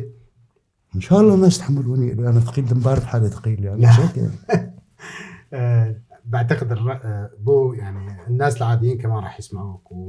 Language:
North Levantine Arabic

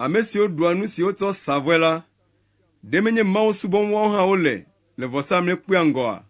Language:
Ewe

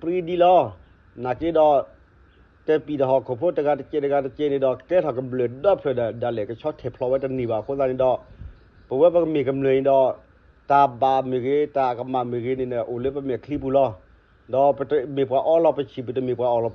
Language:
S'gaw Karen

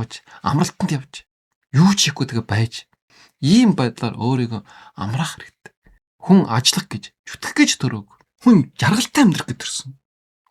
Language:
Mongolian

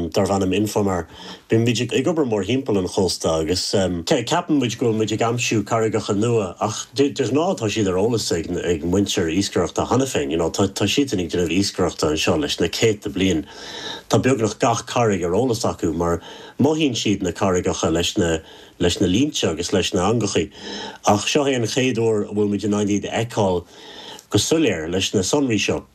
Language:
Irish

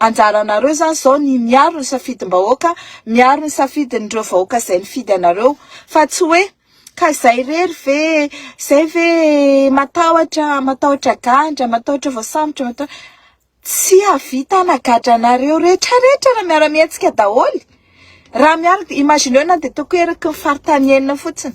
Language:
Malagasy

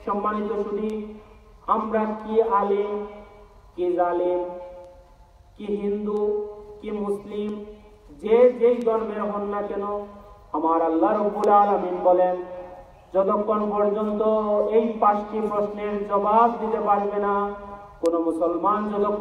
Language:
Bangla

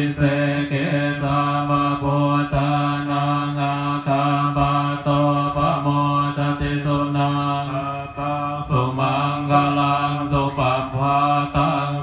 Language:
Pali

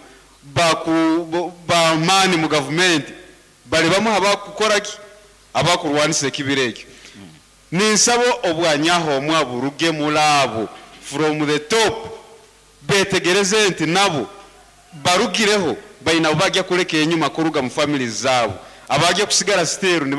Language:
Nyankole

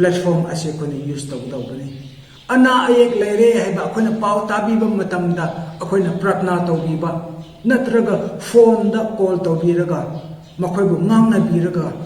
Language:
Manipuri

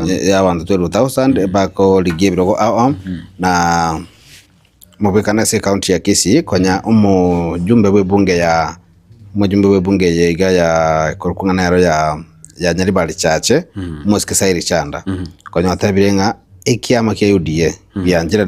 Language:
Gusii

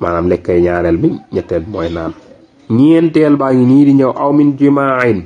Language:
Wolof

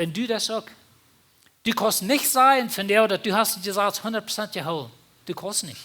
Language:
Plautdietsch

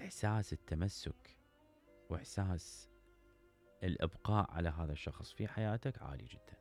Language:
Mesopotamian Arabic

